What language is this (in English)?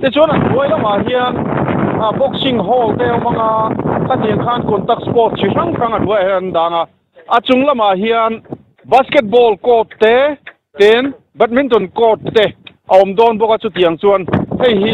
Mizo